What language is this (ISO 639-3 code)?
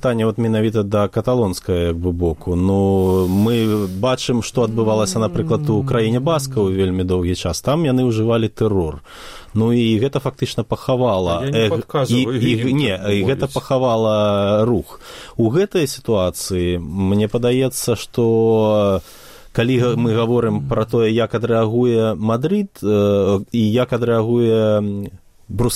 bel